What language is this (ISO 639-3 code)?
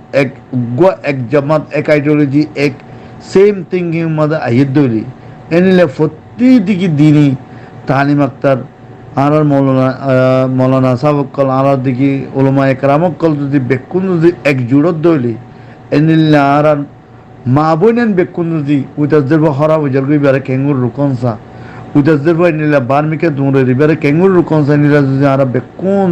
rhg